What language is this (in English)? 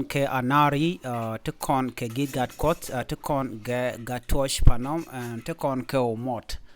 Nuer